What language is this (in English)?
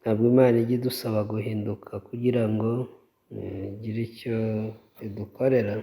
Kinyarwanda